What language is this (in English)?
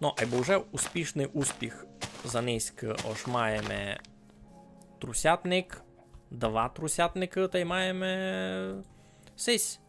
Rusyn